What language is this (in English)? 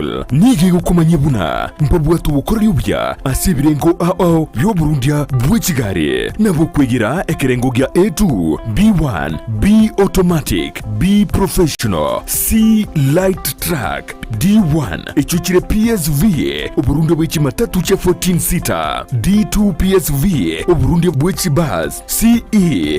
Gusii